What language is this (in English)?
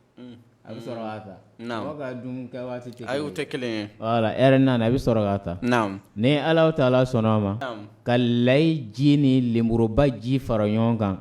Bambara